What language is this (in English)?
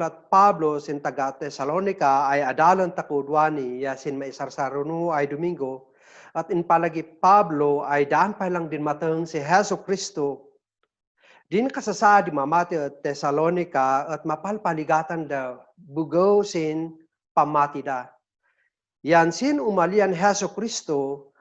Kankanaey